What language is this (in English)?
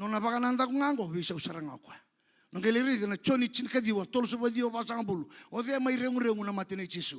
Fijian